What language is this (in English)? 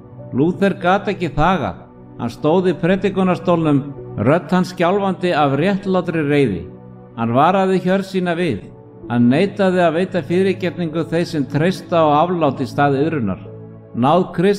Icelandic